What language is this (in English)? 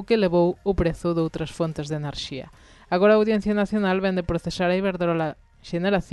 Galician